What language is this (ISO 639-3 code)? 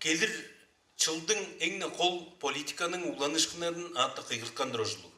tyv